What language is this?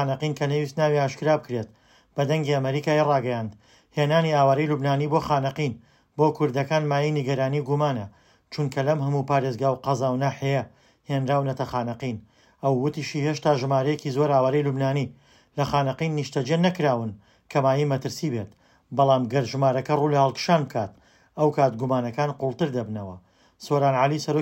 Central Kurdish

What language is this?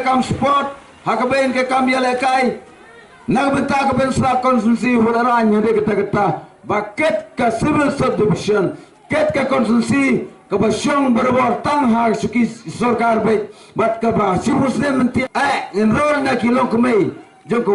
Khasi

